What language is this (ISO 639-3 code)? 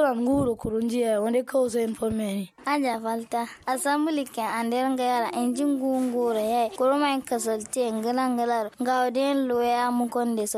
kau